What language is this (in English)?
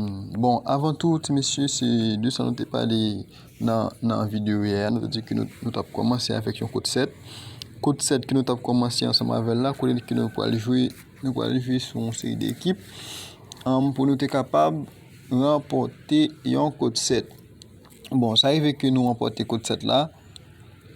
Haitian Creole